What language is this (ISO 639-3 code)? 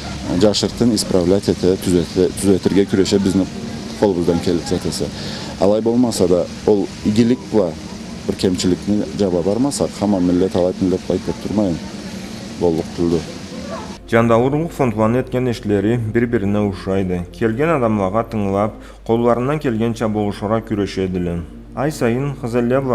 krc